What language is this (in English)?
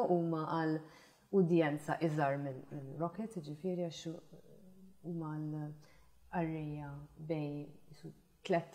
Maltese